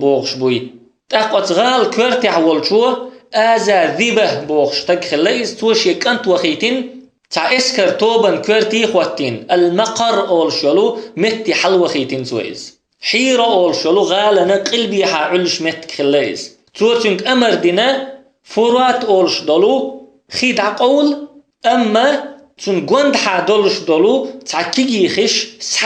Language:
Chechen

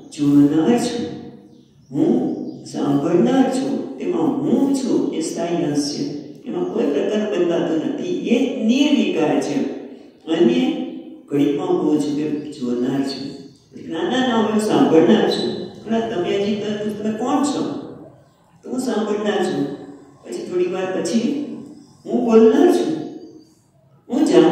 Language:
Gujarati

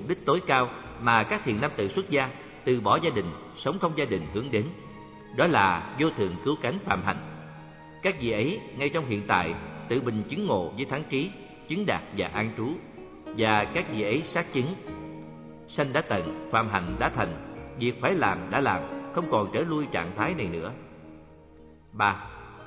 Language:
Vietnamese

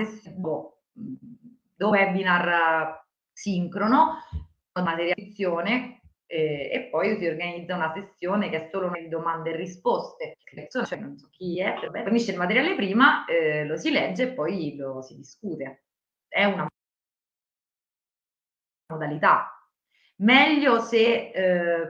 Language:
Italian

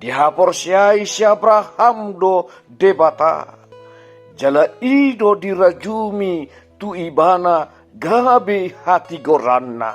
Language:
Batak Toba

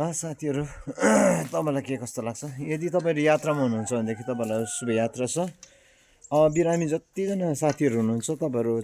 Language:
Nepali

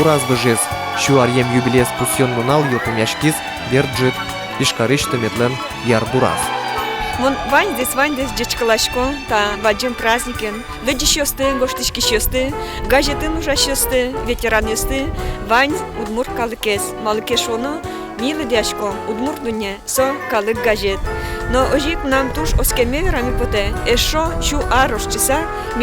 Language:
Udmurt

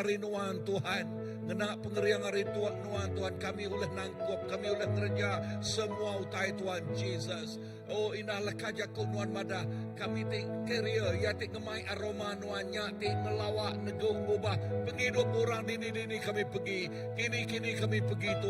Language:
Iban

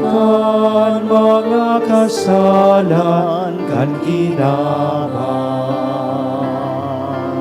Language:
Bikol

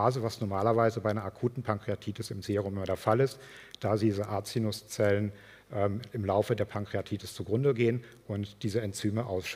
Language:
German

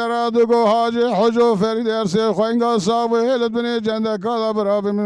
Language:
Kurdish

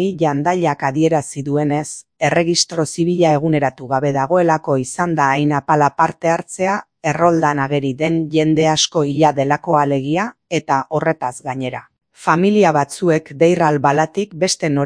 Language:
Basque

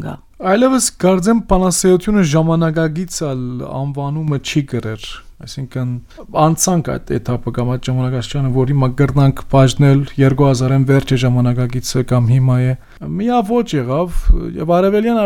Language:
Armenian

